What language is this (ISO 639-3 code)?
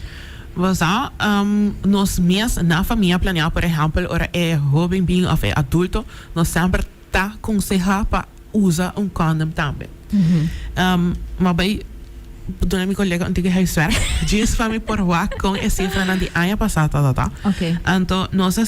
pap